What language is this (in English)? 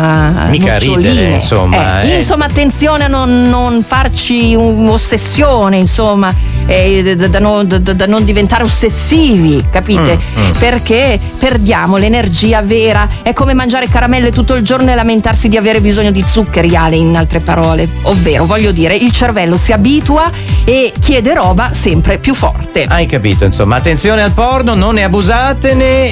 Italian